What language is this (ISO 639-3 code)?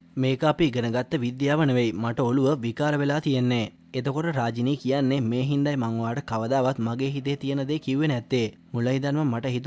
sin